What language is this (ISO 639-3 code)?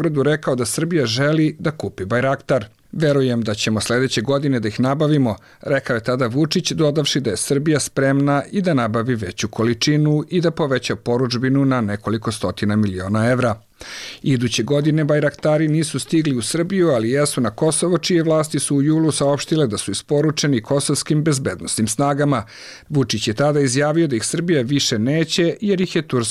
srp